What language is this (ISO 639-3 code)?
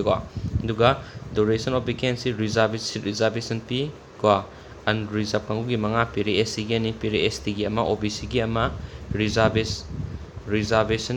mni